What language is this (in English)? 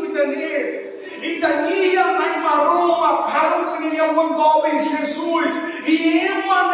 Tetum